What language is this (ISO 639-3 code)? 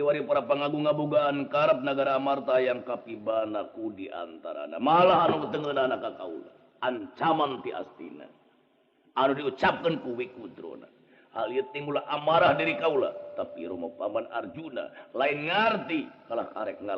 sun